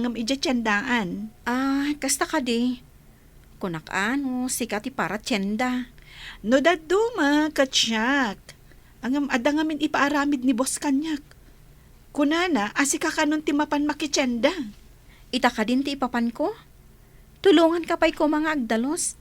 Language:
Iloko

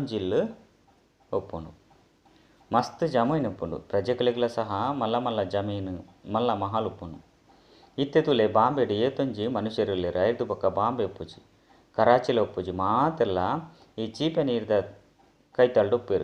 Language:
Tulu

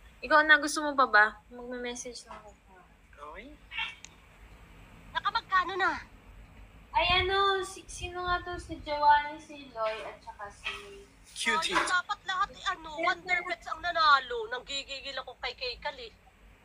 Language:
Filipino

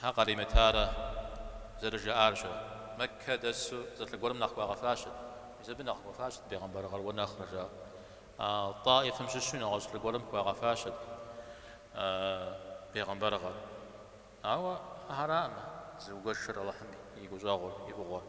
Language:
Kabardian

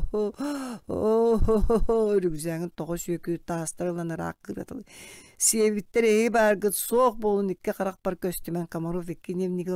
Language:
Yakut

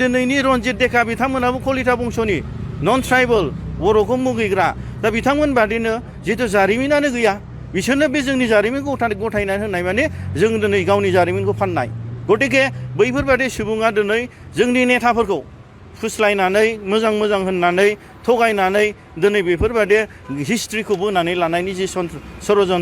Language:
Bodo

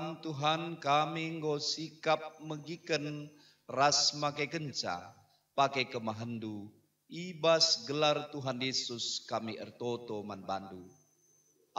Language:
Batak Karo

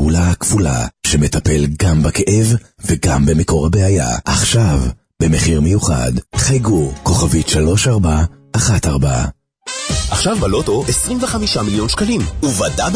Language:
Hebrew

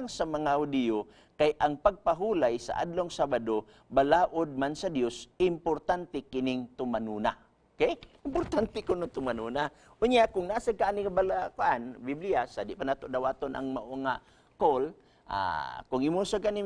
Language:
Cebuano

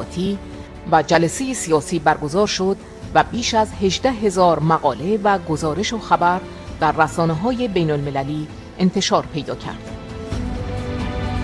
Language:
Persian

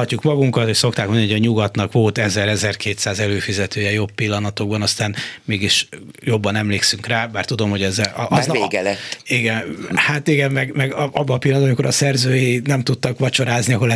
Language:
Hungarian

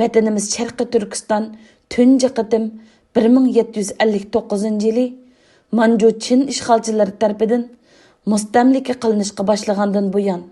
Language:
Uyghur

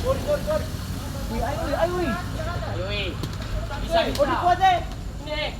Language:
Ambonese Malay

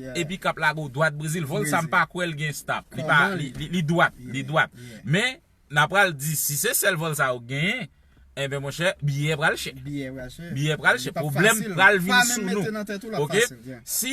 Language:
Haitian Creole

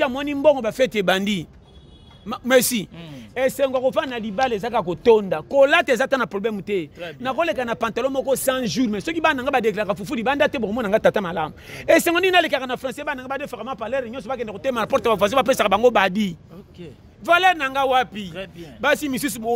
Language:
Lingala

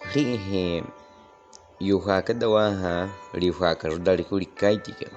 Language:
Baniwa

